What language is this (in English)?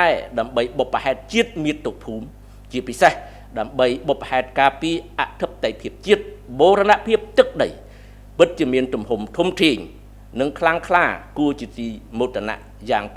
Khmer